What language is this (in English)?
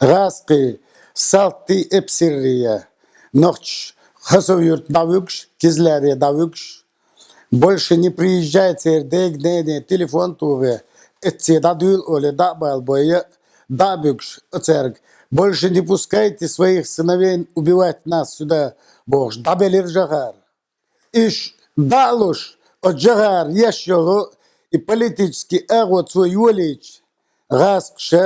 Chechen